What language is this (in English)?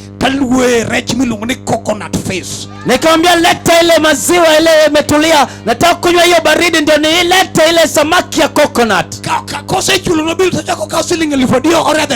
Luo (Kenya and Tanzania)